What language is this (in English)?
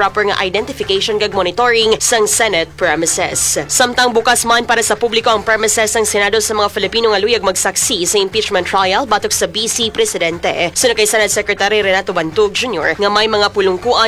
Hiligaynon